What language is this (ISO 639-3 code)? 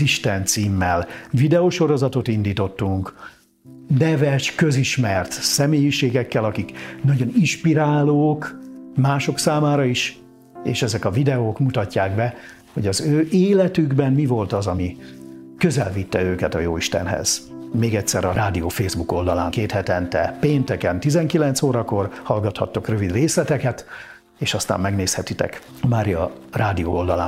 hun